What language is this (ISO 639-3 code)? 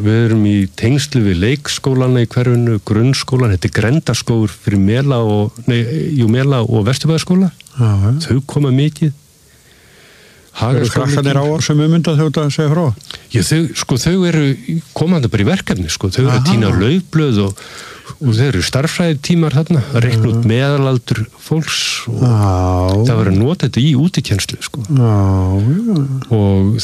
isl